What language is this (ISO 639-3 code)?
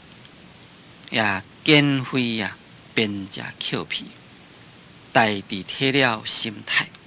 nan